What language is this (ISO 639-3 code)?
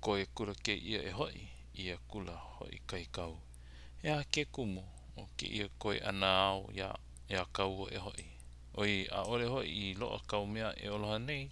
haw